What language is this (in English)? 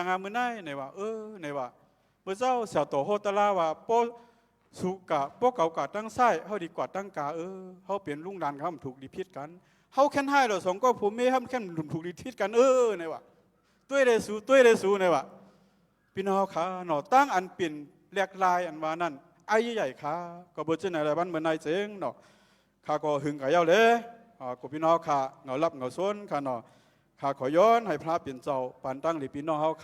Shan